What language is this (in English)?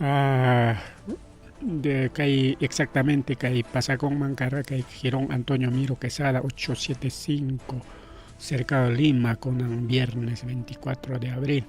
Ayacucho Quechua